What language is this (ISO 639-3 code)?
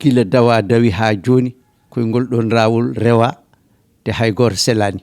ful